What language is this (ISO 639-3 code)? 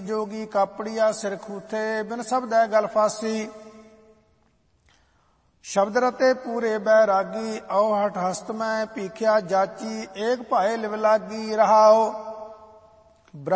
pan